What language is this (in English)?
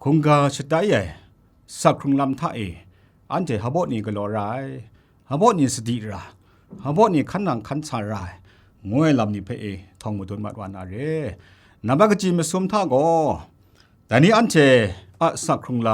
Kachin